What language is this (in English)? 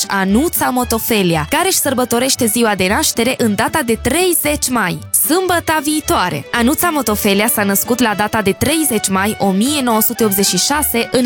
Romanian